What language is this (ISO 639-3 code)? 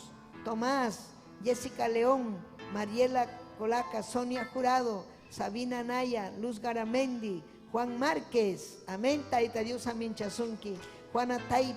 quy